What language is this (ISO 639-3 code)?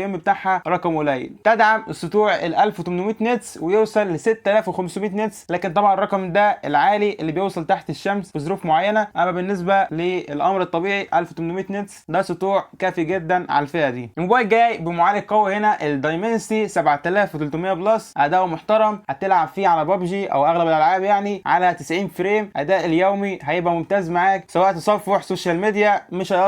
arz